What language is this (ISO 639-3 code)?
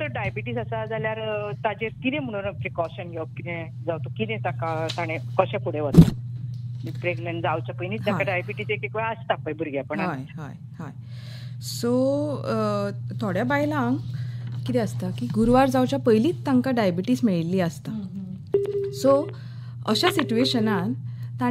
kok